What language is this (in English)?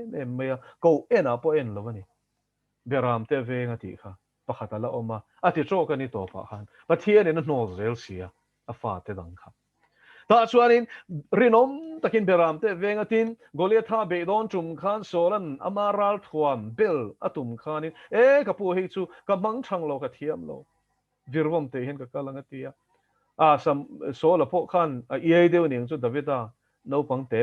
Mizo